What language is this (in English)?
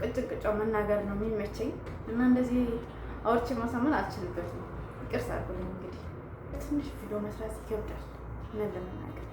Amharic